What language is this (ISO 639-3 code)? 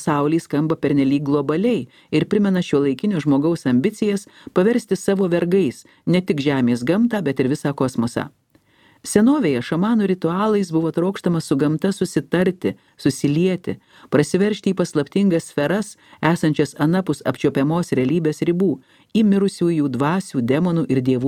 lit